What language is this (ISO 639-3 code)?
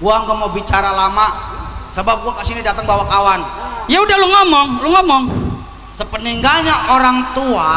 bew